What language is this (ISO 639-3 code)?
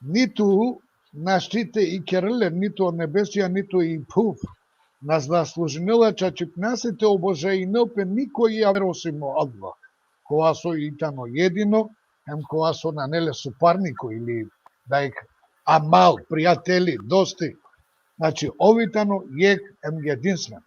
rmn